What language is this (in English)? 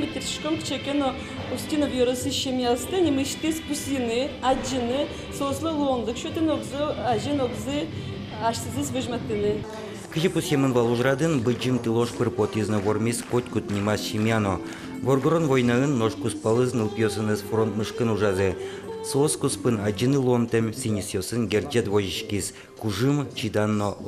Udmurt